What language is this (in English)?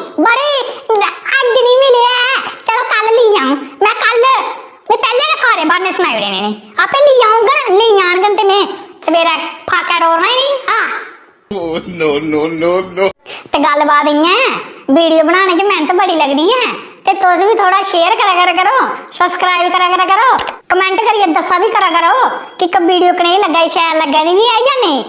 Dogri